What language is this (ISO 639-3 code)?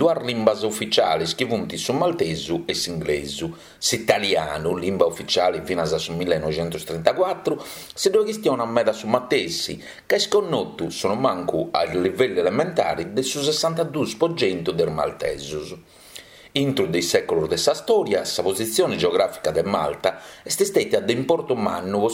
srd